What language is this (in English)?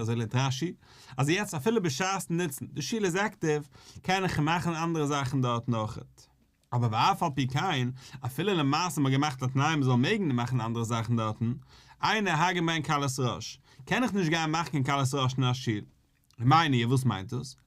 Yiddish